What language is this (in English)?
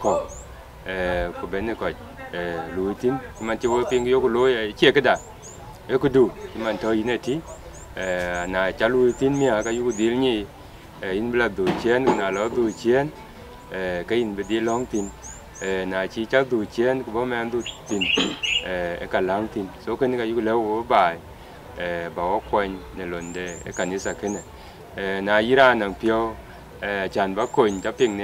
Dinka